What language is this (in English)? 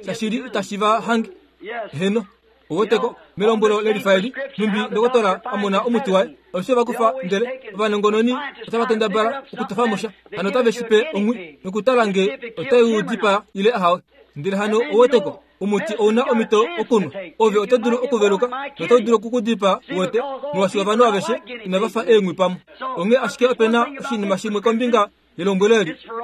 Kuanyama